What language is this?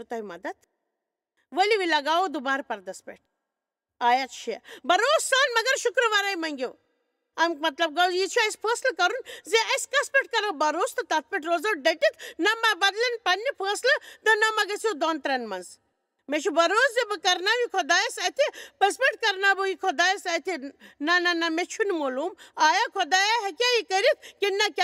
Kashmiri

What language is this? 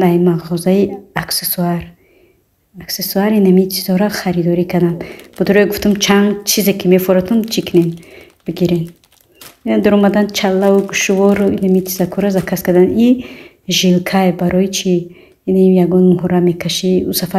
Tajik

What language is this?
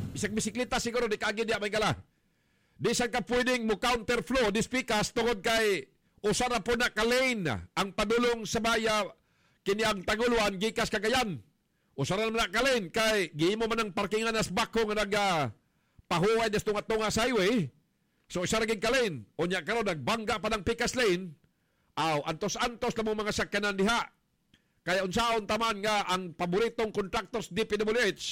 Cebuano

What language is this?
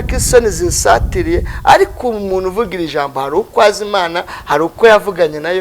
Kinyarwanda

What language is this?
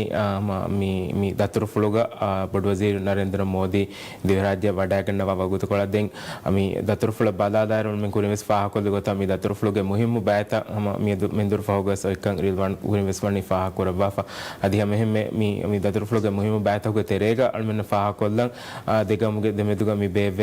Divehi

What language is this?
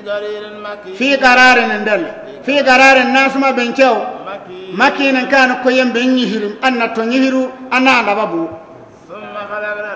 Bissa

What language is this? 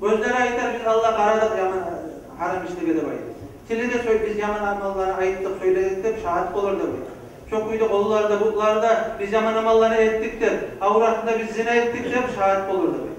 Kumyk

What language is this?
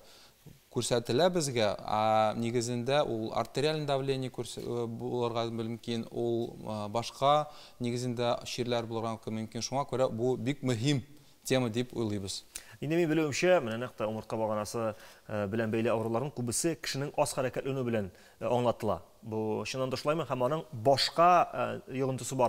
Tatar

